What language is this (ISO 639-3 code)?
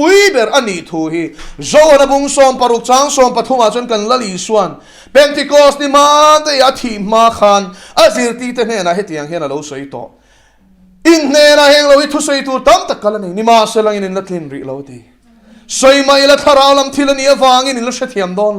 lus